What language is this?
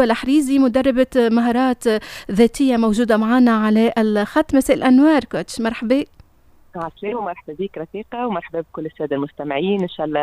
Tunisian Arabic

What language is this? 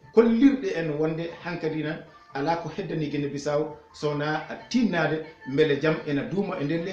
Fula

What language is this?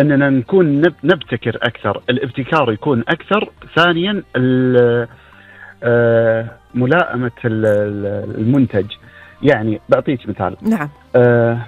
Gulf Arabic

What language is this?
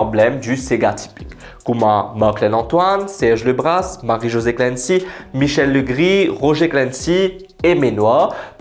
Morisyen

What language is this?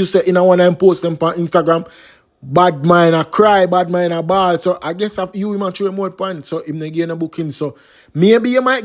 Jamaican Creole English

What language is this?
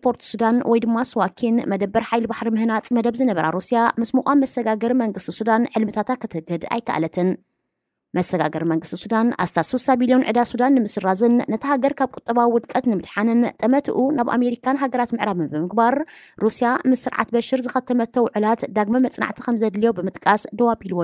Tigrinya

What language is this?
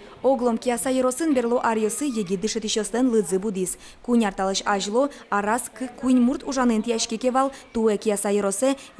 Udmurt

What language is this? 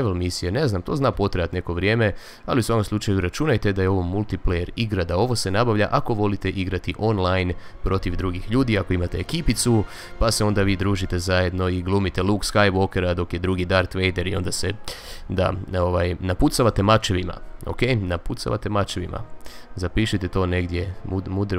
Croatian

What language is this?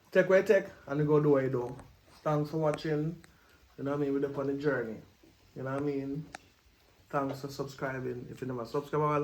Jamaican Creole English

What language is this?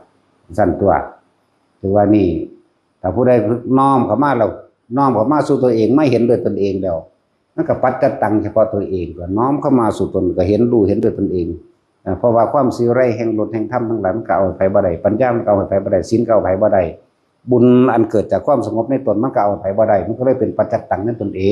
Northeastern Thai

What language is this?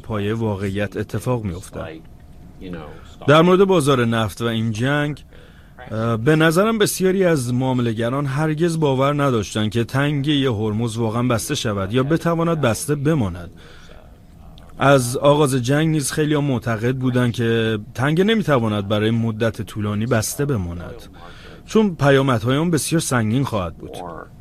Persian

